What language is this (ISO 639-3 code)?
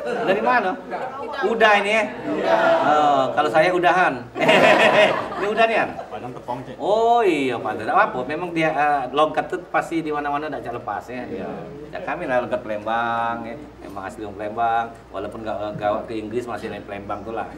mui